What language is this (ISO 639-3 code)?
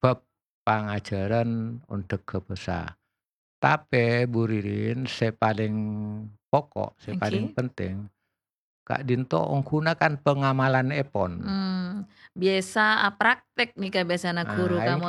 mad